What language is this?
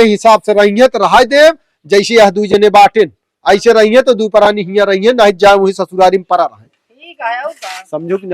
Awadhi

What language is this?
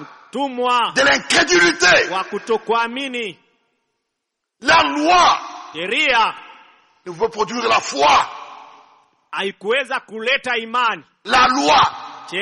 Swahili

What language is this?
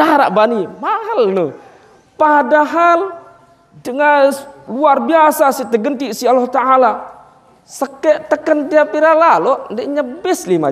Sasak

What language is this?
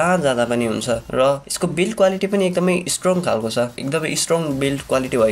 Nepali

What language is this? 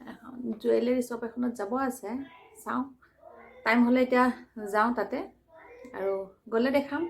Assamese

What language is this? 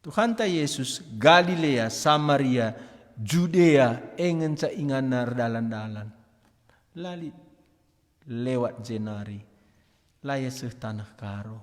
Batak Karo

